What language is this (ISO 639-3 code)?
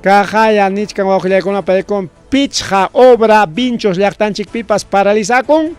quy